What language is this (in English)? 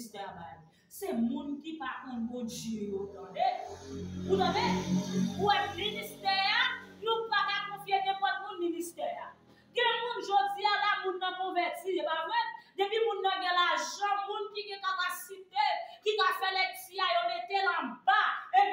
Haitian Creole